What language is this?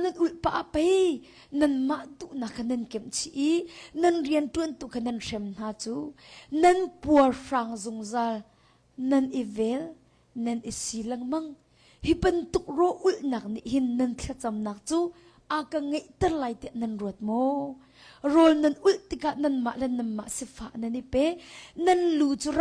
Hakha Chin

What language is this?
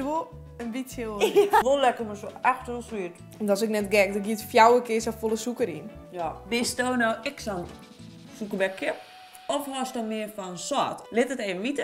Western Frisian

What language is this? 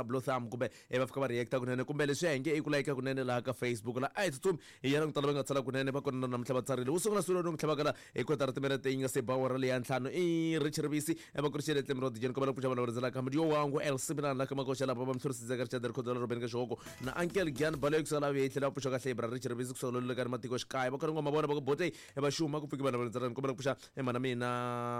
Tsonga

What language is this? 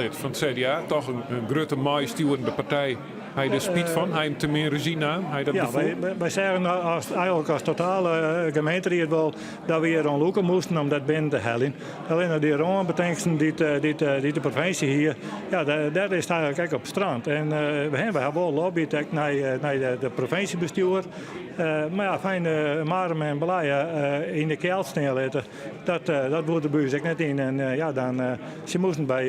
Western Frisian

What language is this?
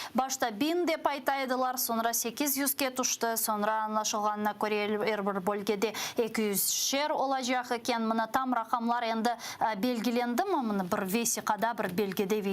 Crimean Tatar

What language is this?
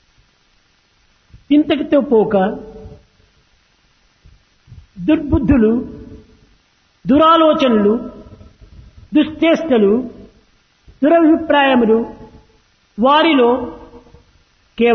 Telugu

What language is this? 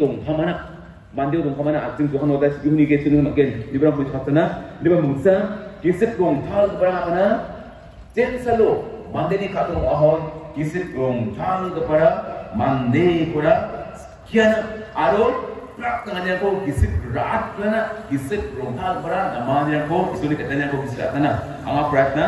Garo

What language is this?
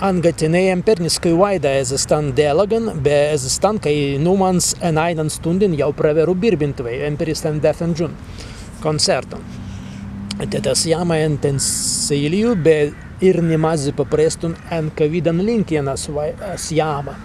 Prussian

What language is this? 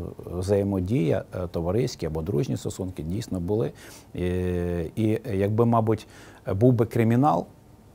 Ukrainian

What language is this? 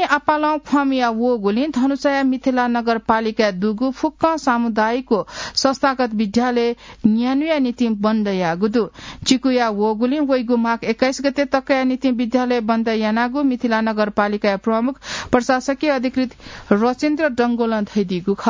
Newari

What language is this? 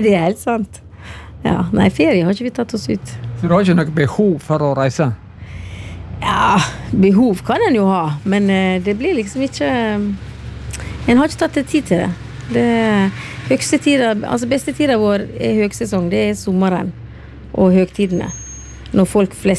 Norwegian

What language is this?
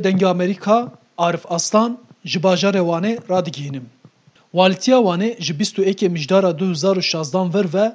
Kurdish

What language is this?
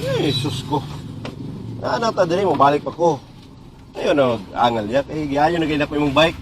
Cebuano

